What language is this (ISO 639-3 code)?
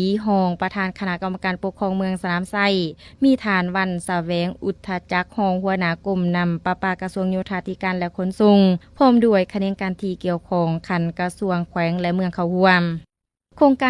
lao